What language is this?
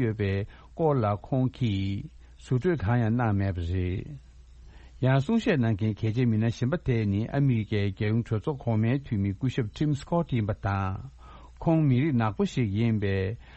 Tibetan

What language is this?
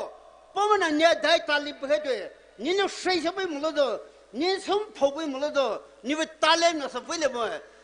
Poumei Naga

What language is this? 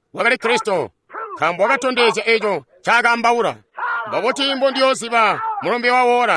Tonga (Zambia)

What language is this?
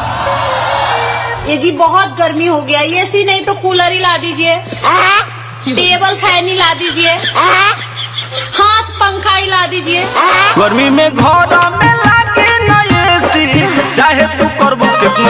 Bhojpuri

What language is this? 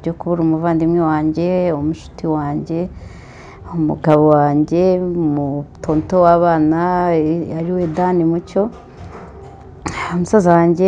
Kinyarwanda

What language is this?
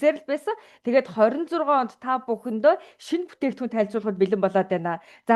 Mongolian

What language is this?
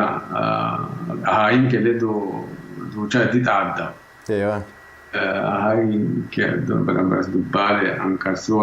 Sidamo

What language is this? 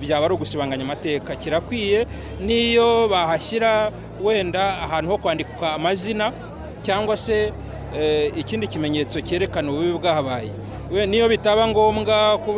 Kinyarwanda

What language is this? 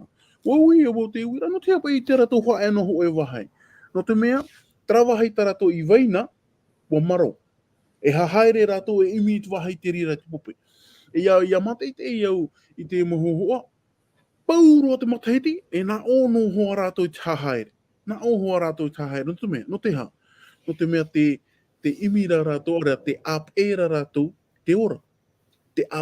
Tahitian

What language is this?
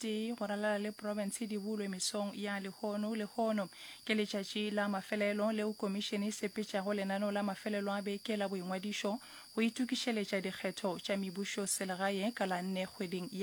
Northern Sotho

